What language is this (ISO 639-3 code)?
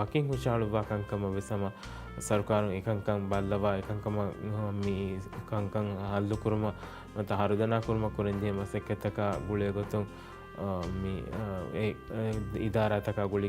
div